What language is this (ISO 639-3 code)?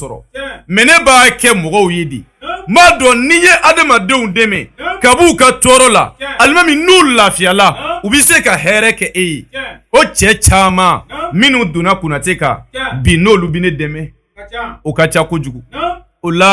bam